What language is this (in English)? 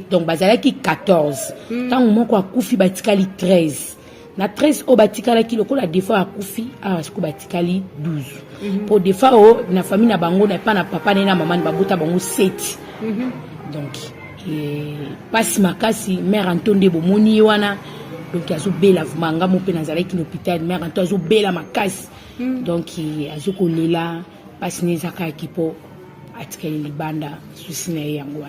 Lingala